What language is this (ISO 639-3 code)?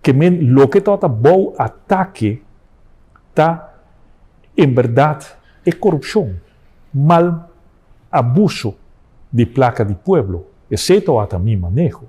pap